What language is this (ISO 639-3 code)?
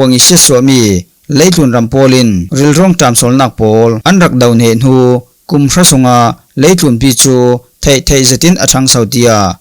cfm